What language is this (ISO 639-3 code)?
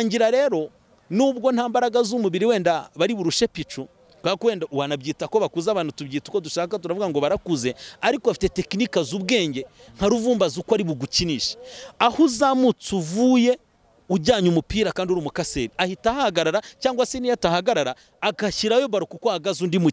kin